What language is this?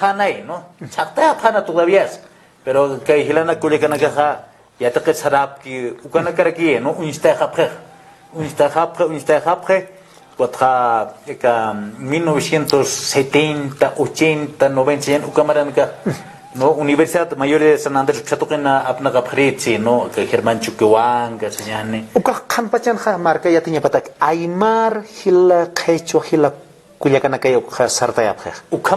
Aymara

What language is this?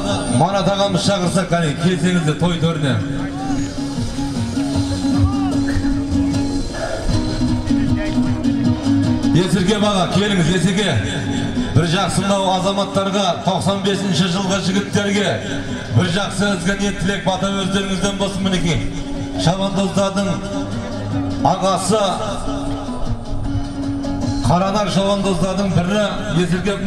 Kazakh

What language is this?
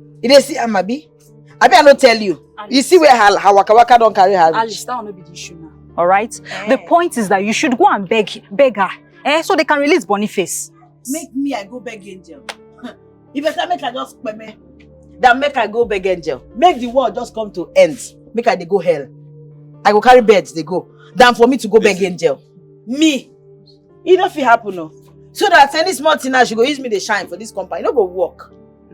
Nigerian Pidgin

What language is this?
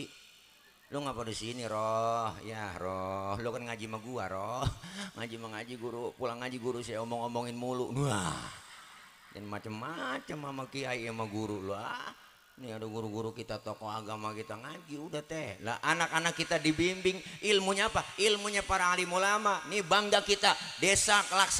Betawi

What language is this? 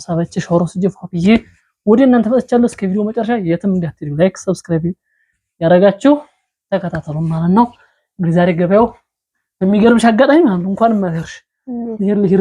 Amharic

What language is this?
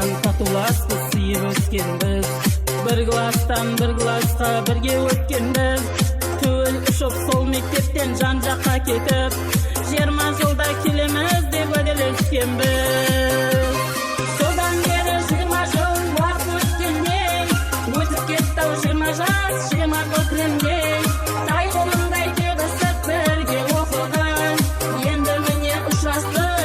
Kara-Kalpak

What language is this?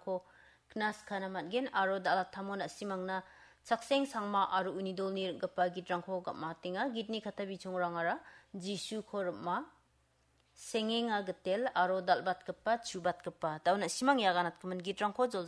Garo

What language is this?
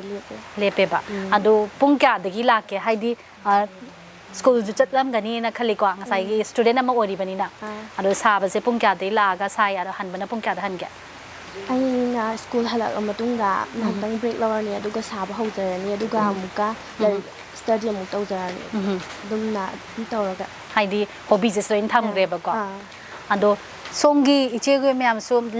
Manipuri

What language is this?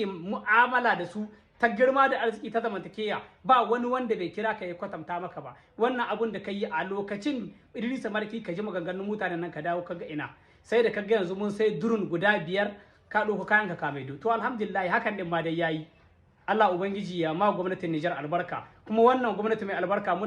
Hausa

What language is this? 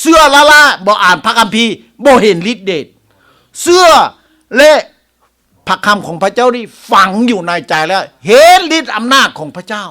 Lao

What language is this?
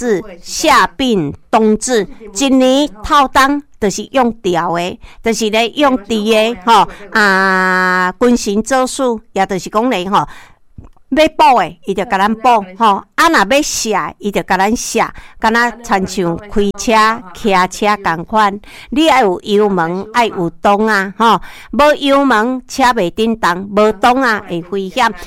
Min Nan Chinese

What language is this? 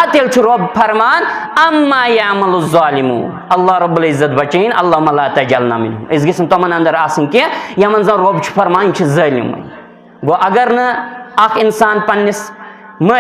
Kashmiri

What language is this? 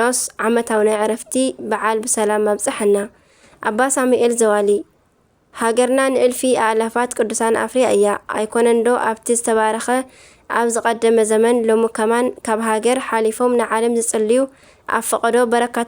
Tigrinya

